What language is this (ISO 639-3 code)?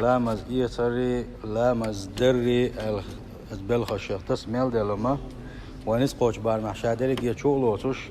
che